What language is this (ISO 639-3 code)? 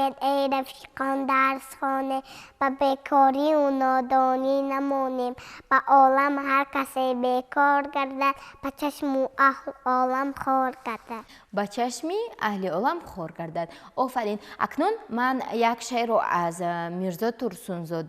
tgk